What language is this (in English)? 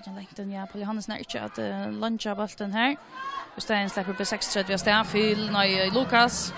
Faroese